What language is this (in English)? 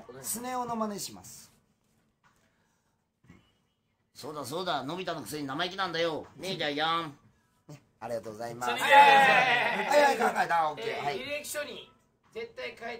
Japanese